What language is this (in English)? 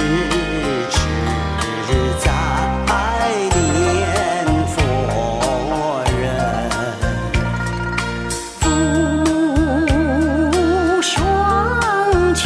Chinese